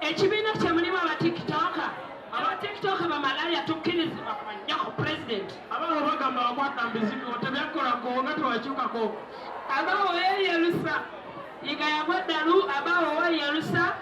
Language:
Ganda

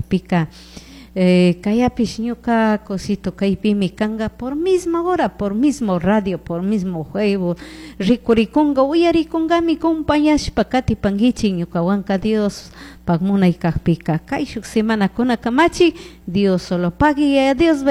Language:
Chimborazo Highland Quichua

